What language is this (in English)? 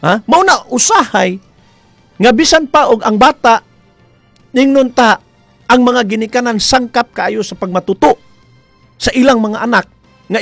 Cebuano